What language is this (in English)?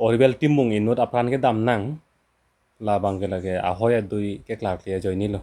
Karbi